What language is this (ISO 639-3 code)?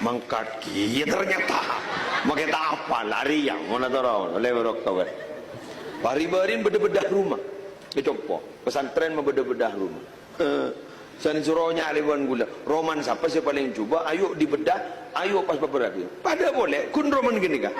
mad